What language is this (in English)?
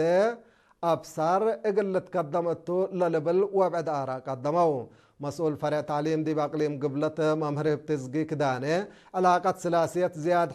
Tigre